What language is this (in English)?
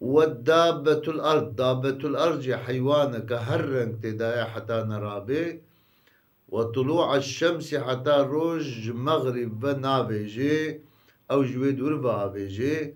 Kurdish